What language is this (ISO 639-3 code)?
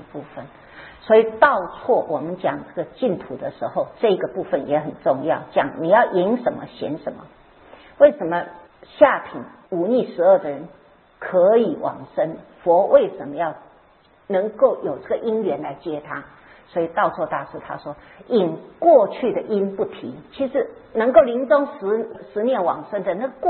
zho